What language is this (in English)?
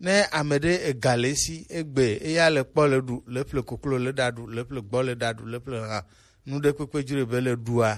Gen